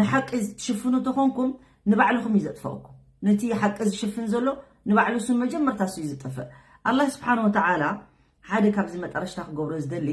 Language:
Tigrinya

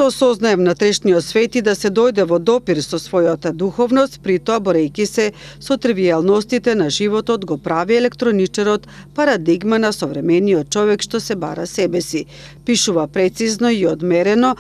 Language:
Macedonian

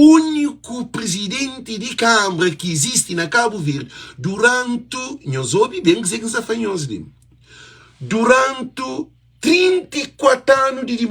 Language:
Kabuverdianu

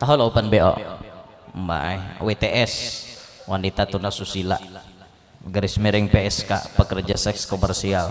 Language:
Banjar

